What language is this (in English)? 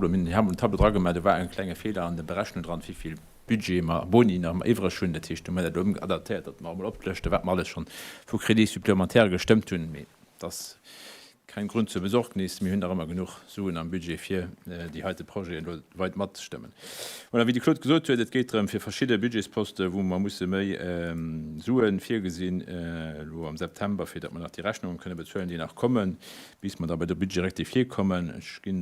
Luxembourgish